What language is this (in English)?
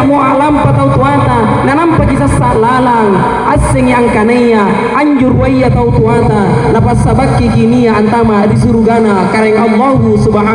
Makasar